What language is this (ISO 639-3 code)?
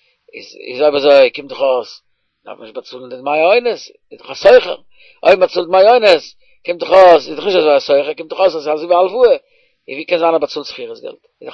yid